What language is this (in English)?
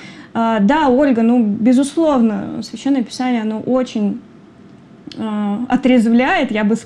Russian